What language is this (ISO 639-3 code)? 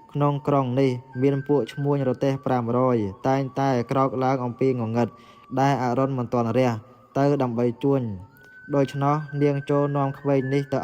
khm